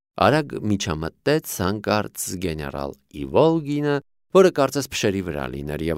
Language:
Armenian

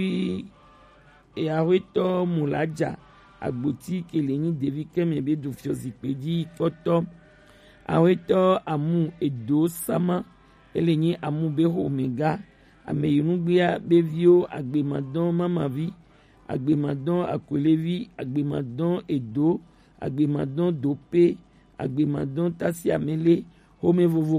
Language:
Gen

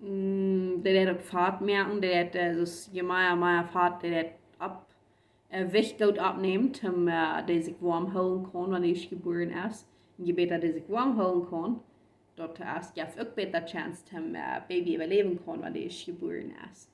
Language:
Plautdietsch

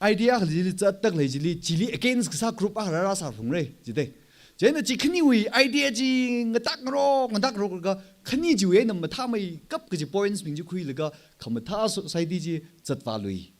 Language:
Tangkhul Naga (India)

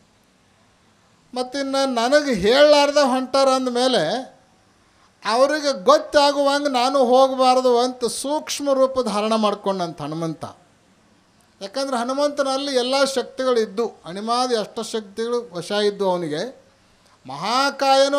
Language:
Kannada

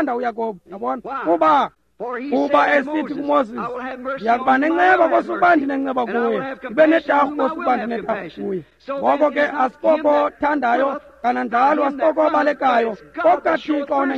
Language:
Xhosa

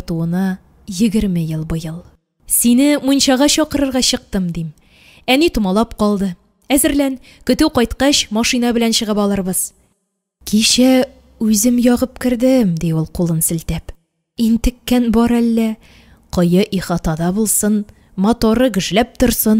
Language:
Tatar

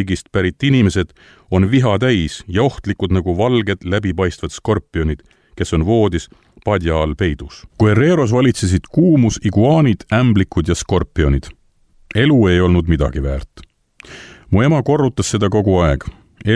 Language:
Estonian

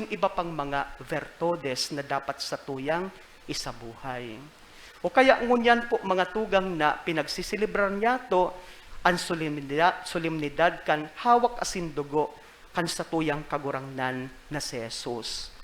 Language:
Bikol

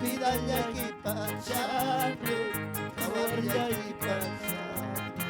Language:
Ayacucho Quechua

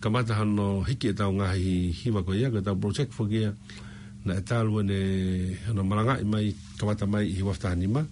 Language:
Tongan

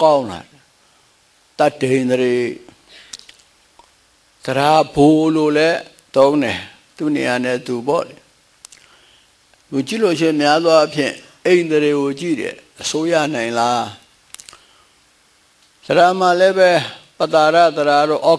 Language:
Burmese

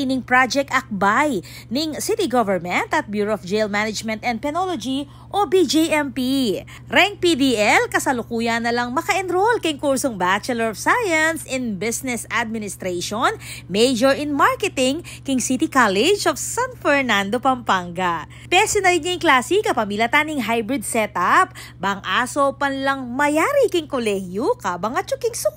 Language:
Pampanga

